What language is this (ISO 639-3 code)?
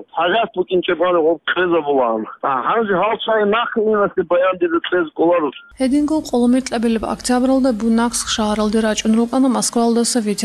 ava